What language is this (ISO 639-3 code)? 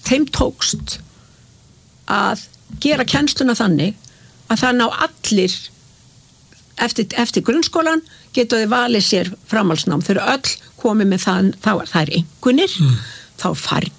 isl